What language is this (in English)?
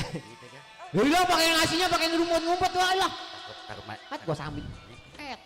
Betawi